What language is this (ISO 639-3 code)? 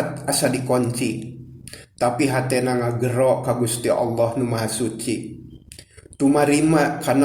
sun